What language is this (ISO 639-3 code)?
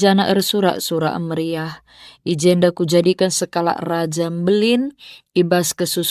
btx